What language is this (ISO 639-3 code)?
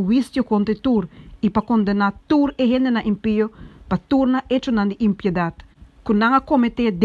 pap